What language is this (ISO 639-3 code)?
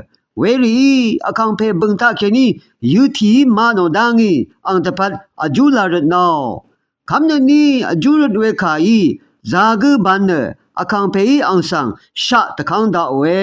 raw